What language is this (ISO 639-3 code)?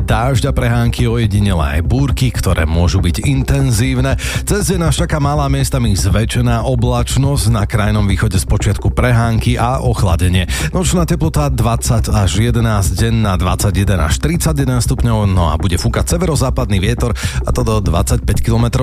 slk